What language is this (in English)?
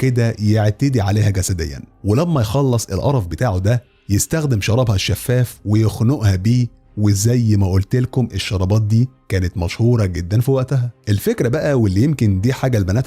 Egyptian Arabic